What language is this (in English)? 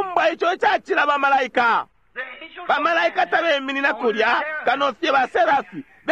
Bemba